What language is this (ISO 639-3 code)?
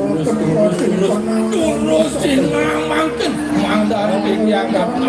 ban